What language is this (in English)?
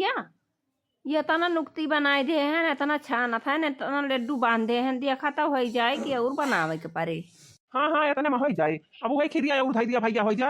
Awadhi